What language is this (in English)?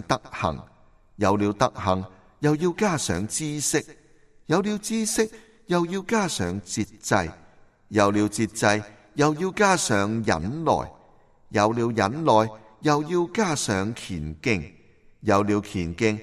Cantonese